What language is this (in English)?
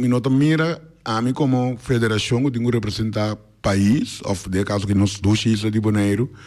Papiamento